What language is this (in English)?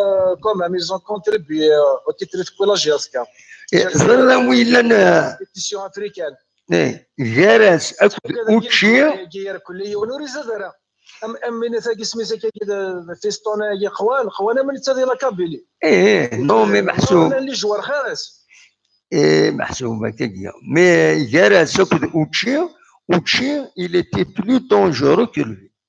Kabyle